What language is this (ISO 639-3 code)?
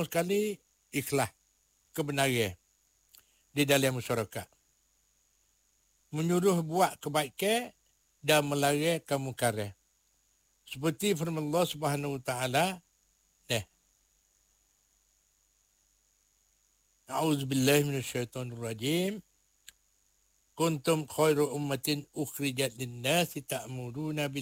msa